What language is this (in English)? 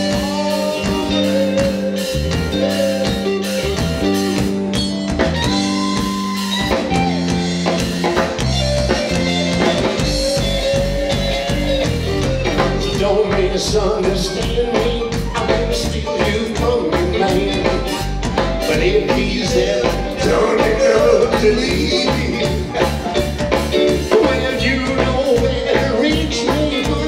English